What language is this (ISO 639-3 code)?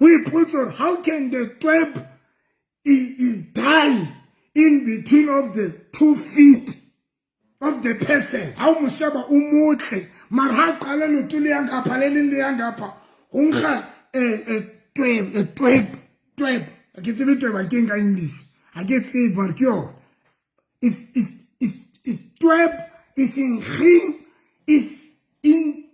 sot